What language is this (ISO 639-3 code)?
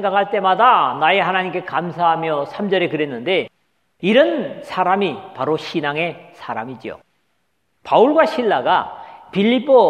kor